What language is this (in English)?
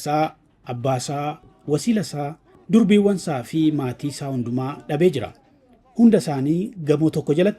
Oromo